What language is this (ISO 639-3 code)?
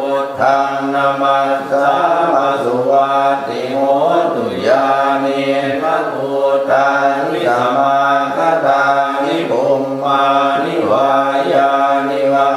pli